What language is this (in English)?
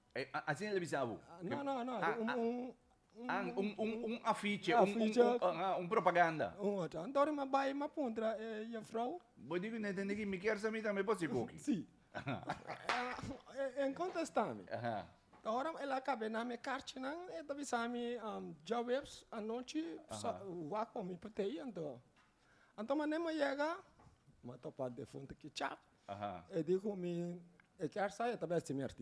Papiamento